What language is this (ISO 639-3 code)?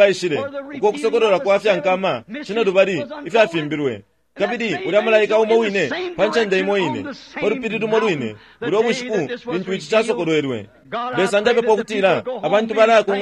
bem